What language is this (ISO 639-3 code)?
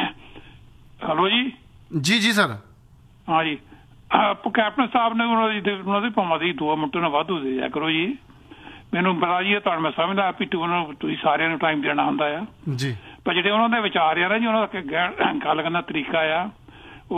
pan